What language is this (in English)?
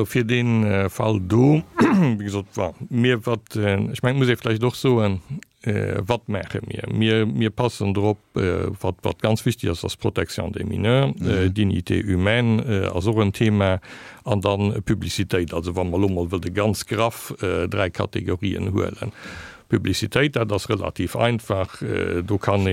Luxembourgish